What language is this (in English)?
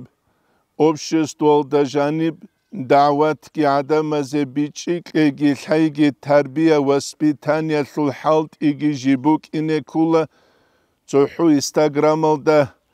Avaric